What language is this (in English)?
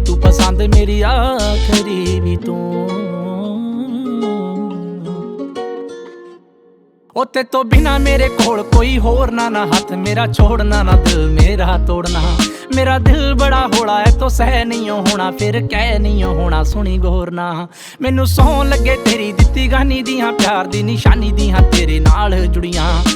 Punjabi